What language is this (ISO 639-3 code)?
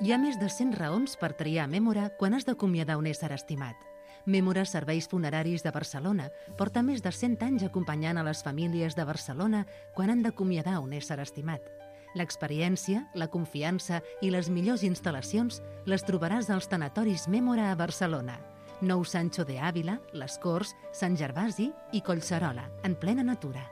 cat